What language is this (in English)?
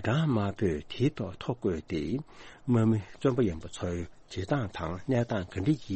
Tibetan